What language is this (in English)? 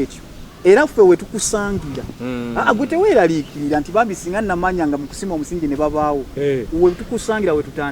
Ganda